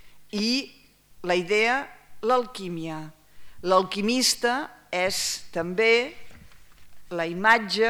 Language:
Catalan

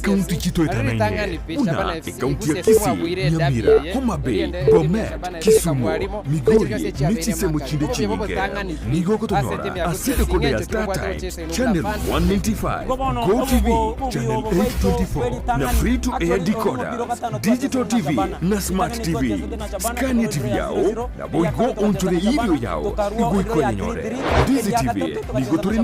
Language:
Gusii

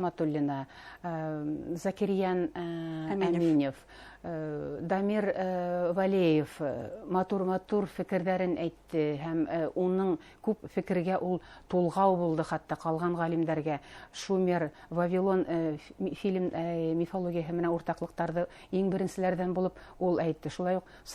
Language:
Bashkir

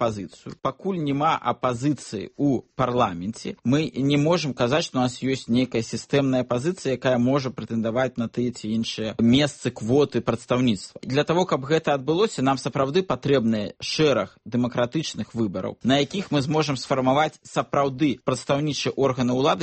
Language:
Belarusian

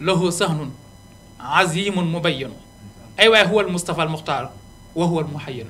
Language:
Wolof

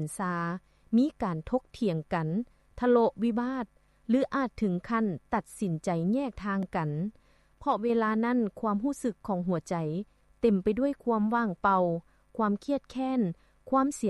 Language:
Lao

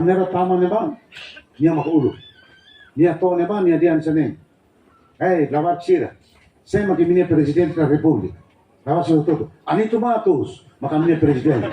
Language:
Tetum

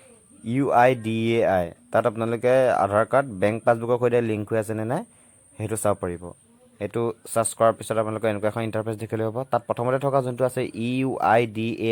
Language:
Assamese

